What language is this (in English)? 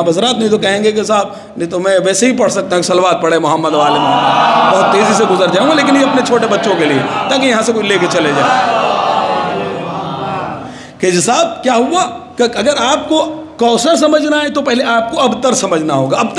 Urdu